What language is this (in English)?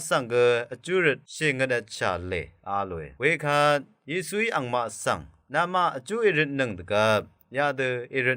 Rawang